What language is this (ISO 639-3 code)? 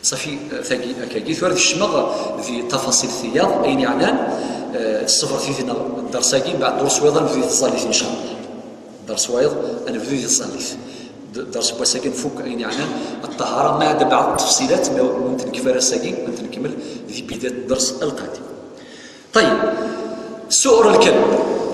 kab